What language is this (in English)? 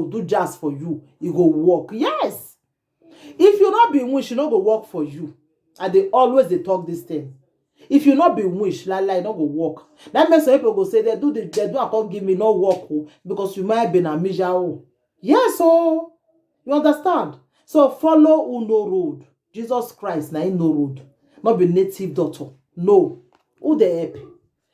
Nigerian Pidgin